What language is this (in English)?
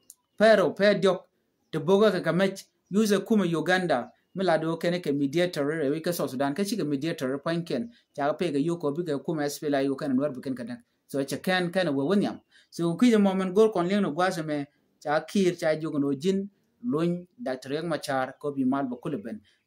Nuer